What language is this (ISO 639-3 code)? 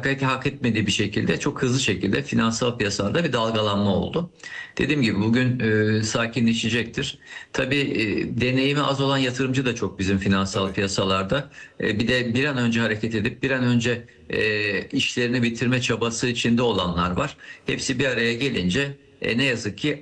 tur